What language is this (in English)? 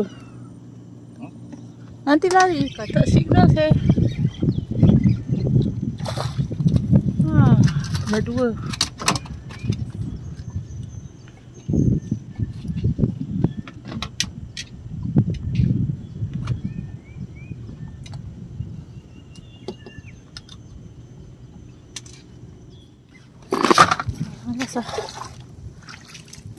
Malay